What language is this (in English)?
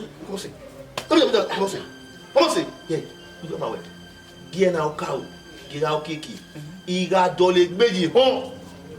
Bini